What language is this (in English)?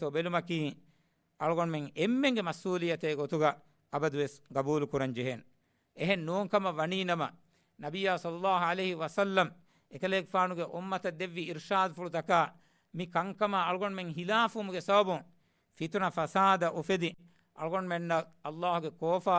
Divehi